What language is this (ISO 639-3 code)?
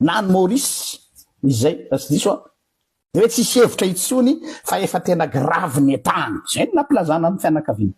mlg